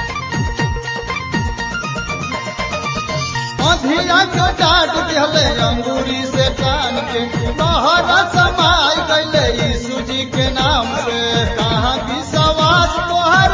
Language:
Bhojpuri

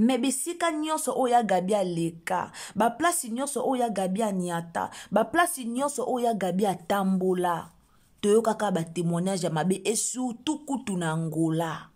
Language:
Lingala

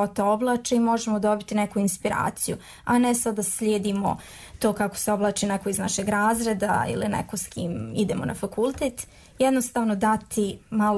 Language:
Croatian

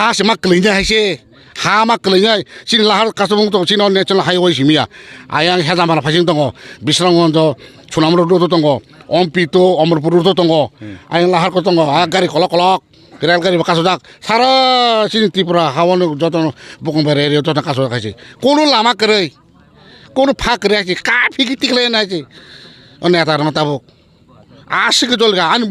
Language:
Kok Borok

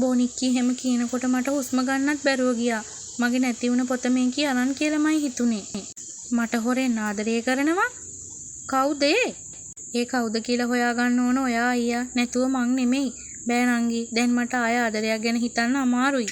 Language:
Sinhala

